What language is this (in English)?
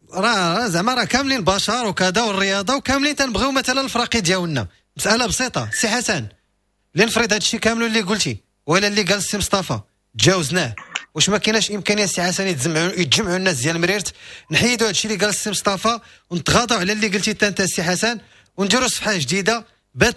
Moroccan Arabic